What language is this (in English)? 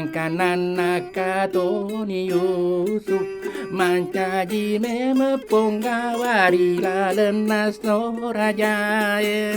Buginese